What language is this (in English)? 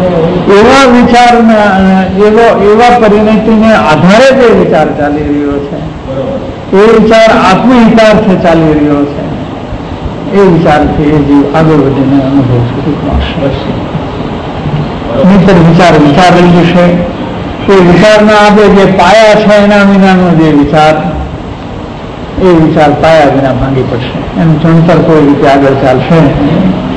Gujarati